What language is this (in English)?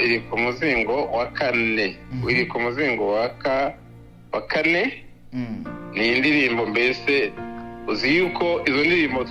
Kinyarwanda